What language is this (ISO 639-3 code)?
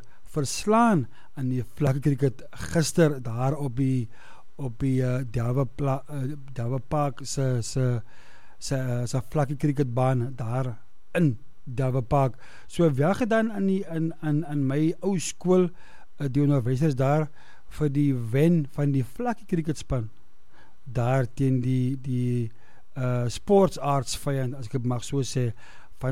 afr